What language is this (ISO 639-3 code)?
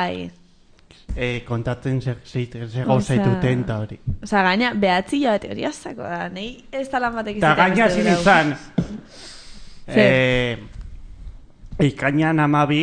eus